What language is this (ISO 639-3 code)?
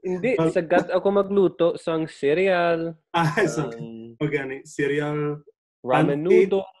hil